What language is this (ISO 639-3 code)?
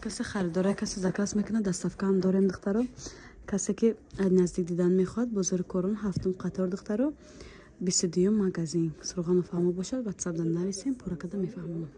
tgk